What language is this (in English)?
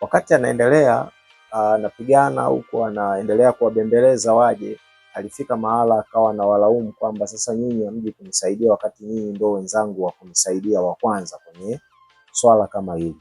Swahili